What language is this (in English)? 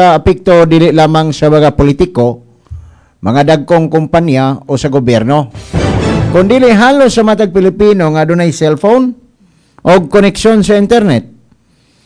Cebuano